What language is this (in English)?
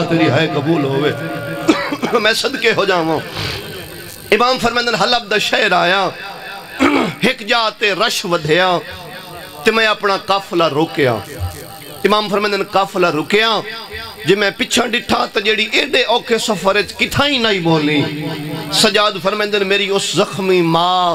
Saraiki